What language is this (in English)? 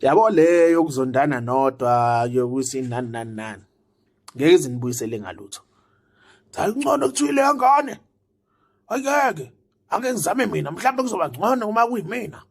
Zulu